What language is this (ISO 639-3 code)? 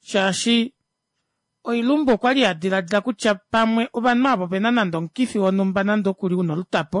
kua